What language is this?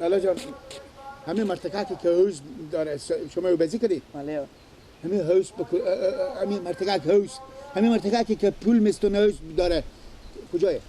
Persian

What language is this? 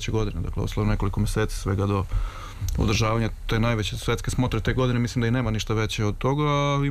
Serbian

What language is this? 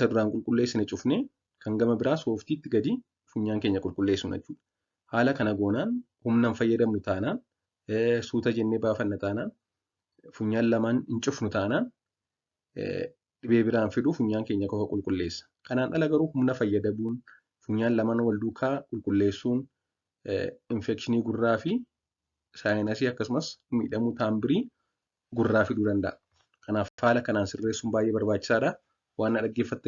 Oromo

